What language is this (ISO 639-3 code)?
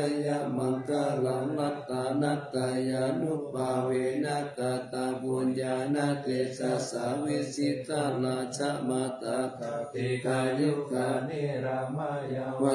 pli